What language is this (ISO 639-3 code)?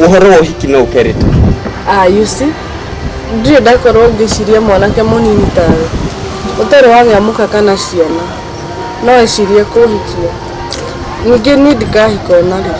kik